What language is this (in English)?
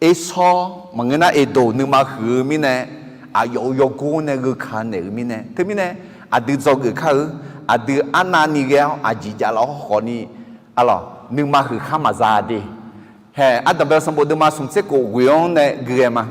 Akha